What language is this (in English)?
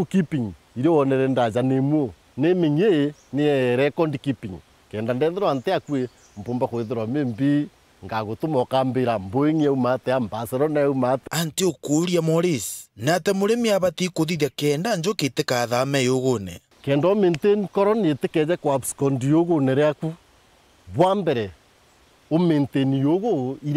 Meru